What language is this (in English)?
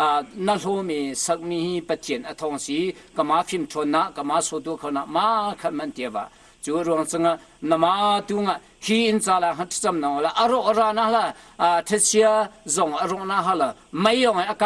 Hakha Chin